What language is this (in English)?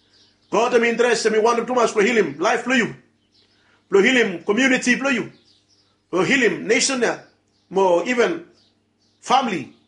Bislama